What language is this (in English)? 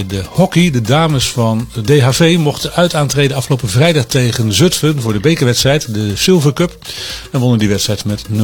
Dutch